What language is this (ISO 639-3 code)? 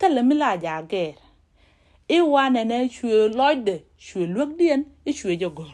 nus